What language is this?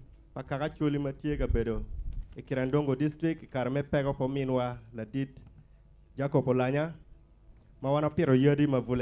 Acoli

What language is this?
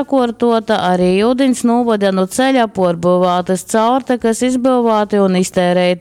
Latgalian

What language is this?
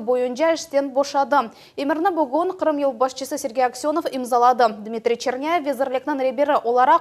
Crimean Tatar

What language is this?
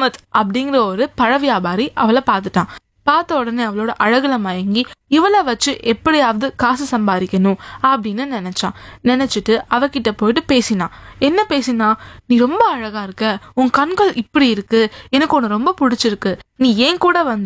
Tamil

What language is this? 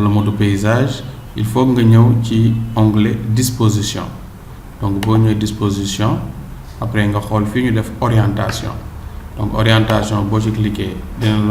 Wolof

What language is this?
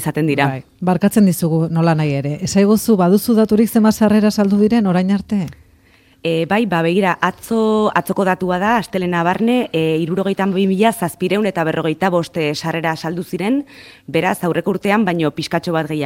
Basque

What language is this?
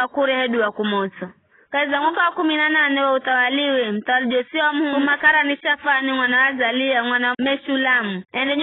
Giryama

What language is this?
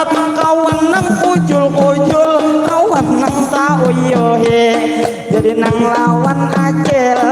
Banjar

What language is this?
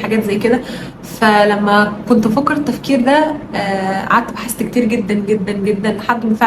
Egyptian Arabic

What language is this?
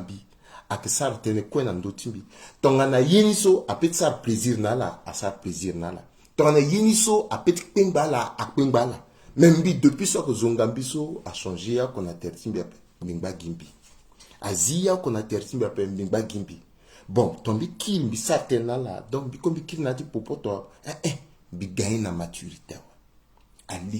Sango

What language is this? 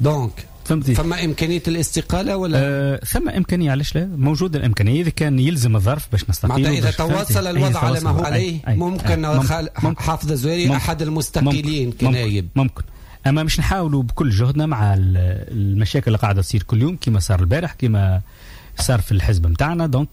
Tunisian Arabic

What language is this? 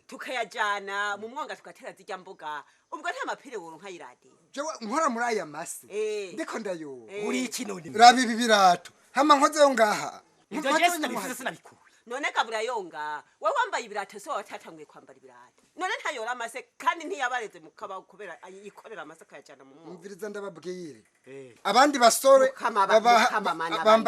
Rundi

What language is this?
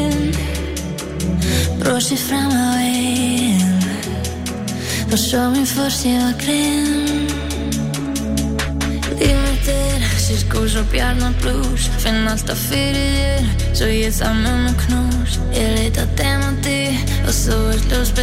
Icelandic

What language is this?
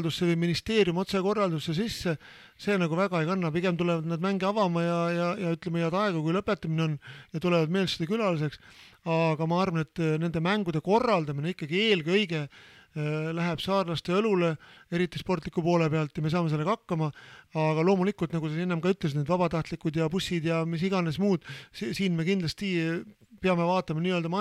Estonian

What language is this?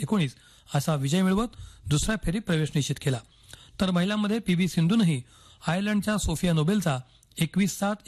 Marathi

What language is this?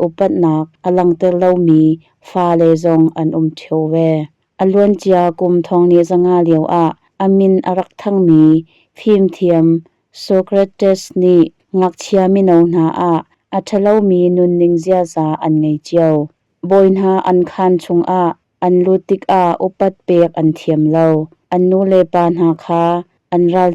Hakha Chin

